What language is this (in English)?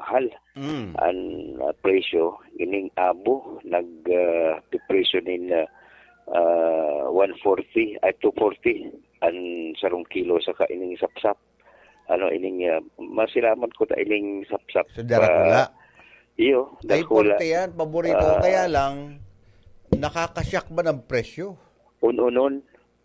Bikol